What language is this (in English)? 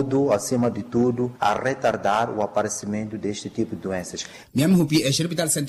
Makhuwa